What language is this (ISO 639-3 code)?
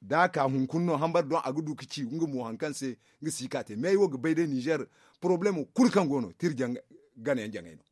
dje